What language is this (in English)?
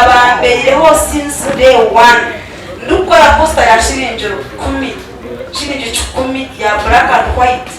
Nyankole